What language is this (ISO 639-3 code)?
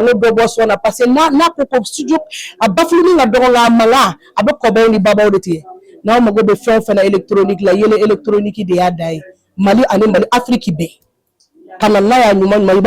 bam